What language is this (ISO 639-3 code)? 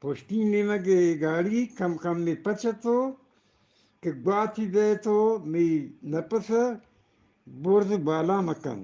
bgp